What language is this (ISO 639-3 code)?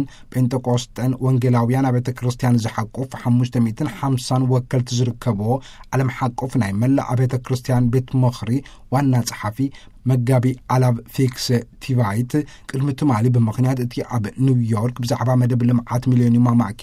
tir